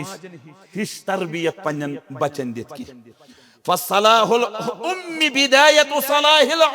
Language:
Kashmiri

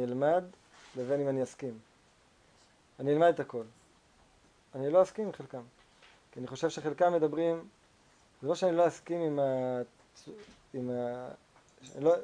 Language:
Hebrew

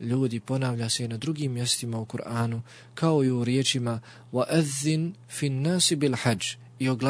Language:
Bosnian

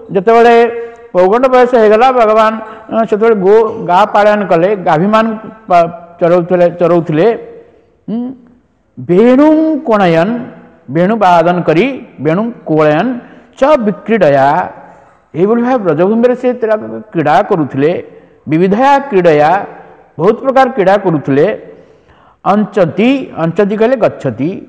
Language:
Odia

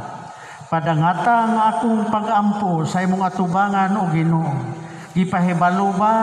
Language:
Cebuano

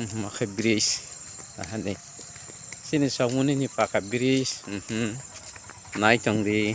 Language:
Kok Borok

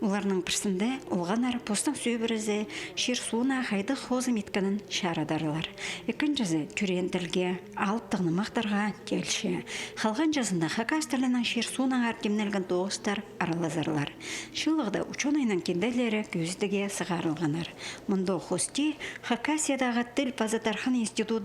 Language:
Khakas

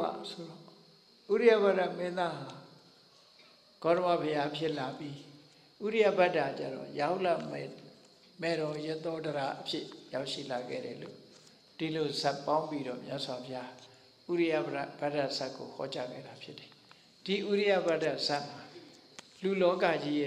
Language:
Burmese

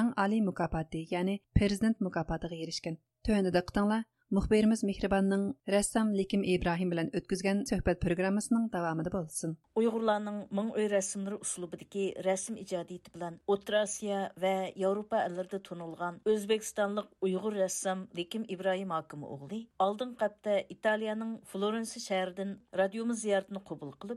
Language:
Uyghur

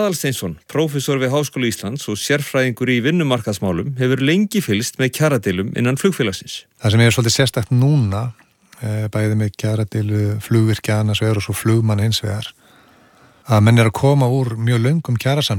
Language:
Icelandic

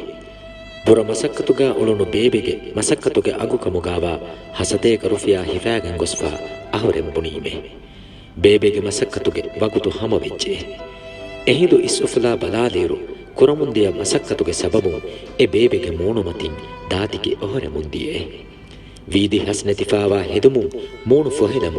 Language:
Divehi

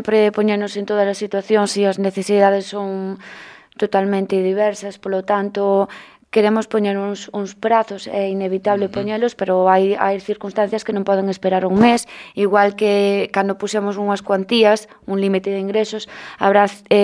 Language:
Galician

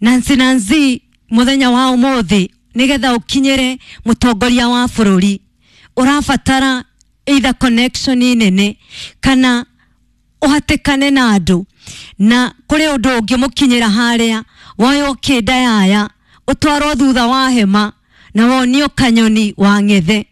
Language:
Kikuyu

